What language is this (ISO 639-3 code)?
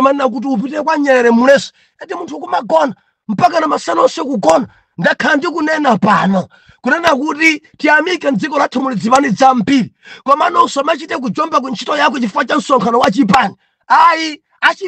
nya